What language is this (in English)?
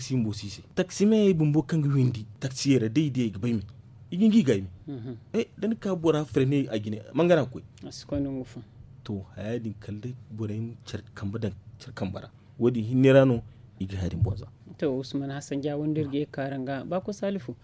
Zarma